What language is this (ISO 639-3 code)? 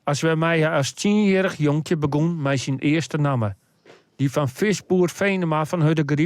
fry